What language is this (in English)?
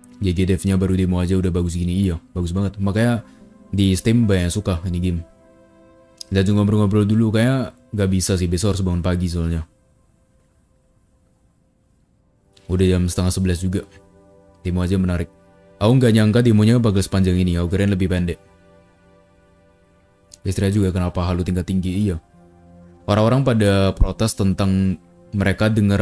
Indonesian